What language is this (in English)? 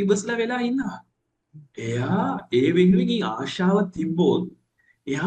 Sinhala